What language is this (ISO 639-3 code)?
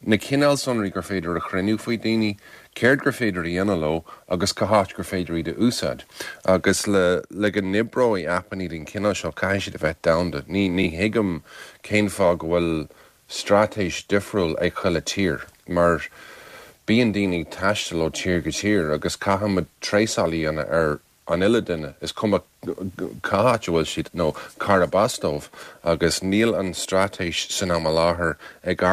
gle